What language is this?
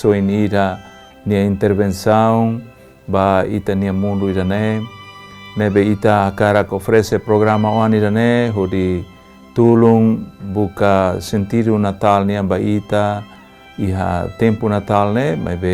Tetum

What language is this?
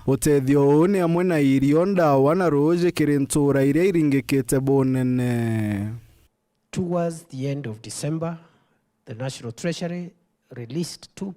Meru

